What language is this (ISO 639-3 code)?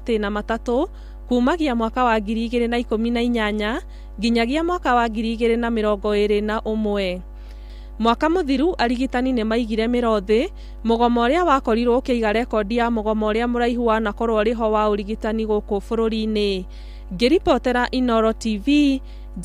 kik